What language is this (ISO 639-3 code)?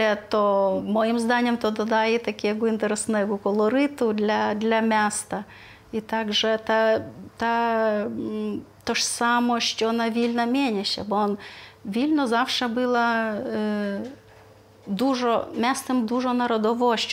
pol